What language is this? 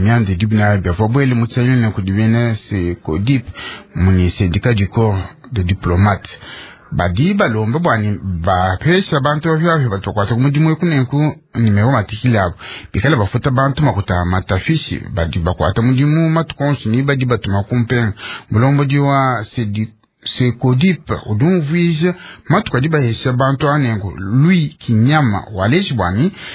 Luba-Lulua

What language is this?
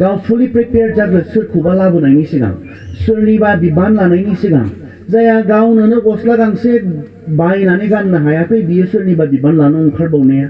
Bodo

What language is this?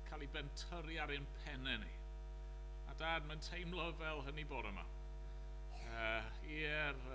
Welsh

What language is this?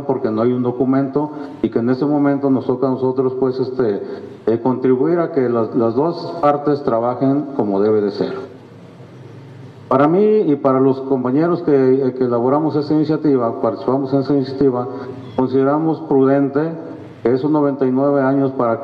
Spanish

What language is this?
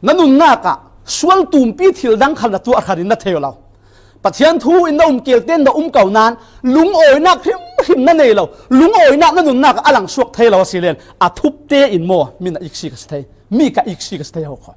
Falam Chin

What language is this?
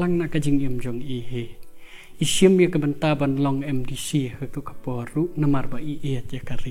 Khasi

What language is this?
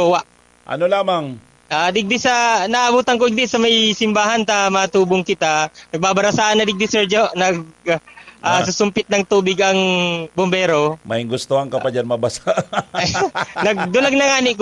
Bikol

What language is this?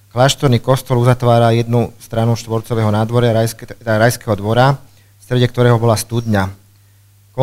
Slovak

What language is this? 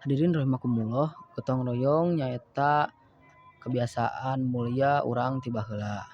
Sundanese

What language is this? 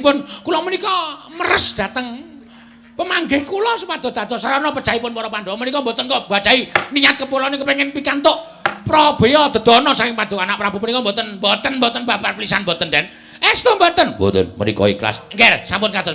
Javanese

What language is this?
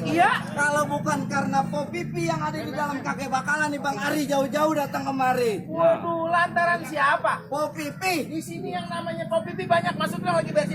Betawi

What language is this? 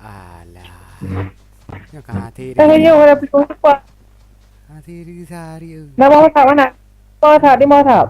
Achinese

